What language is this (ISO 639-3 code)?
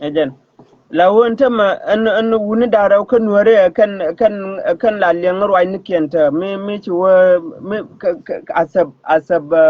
nus